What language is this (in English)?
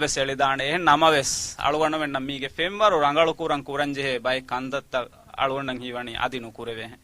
Divehi